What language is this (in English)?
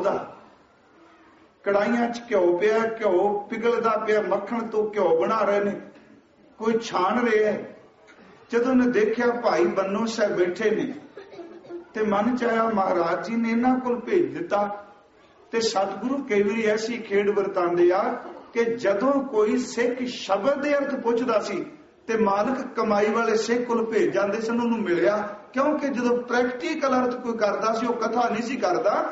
Punjabi